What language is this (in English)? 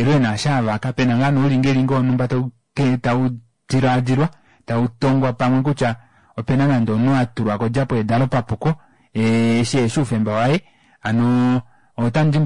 Kuanyama